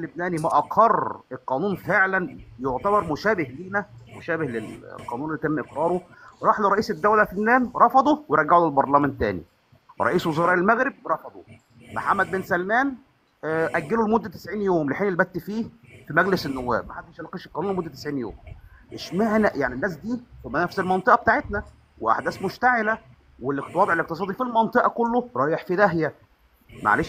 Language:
Egyptian Arabic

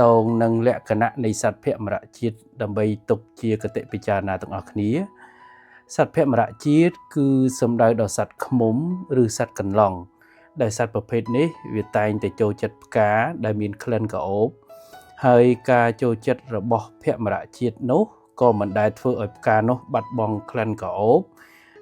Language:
Khmer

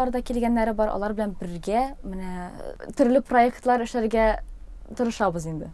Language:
Tatar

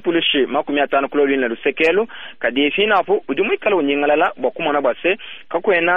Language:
Luba-Lulua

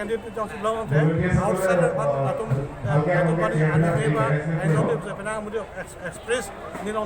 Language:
Karbi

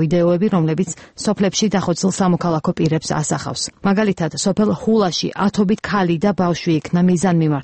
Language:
Georgian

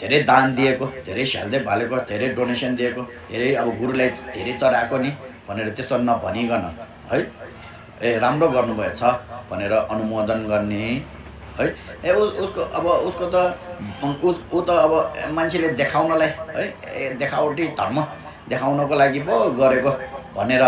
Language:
Nepali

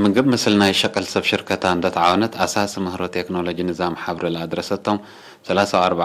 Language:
Tigre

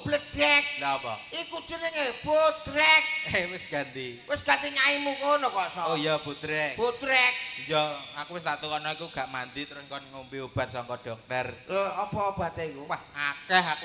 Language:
Javanese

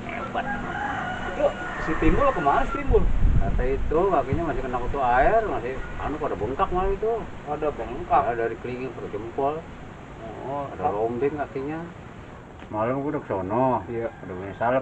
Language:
Betawi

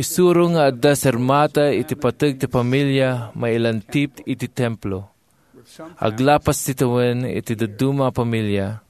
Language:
Iloko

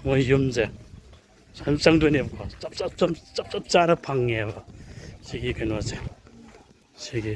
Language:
Manipuri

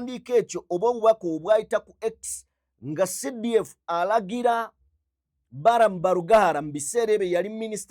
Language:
Ganda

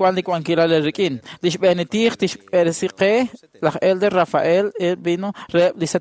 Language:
Kekchí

